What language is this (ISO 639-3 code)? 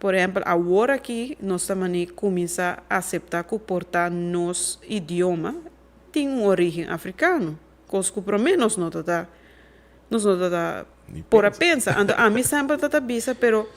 pap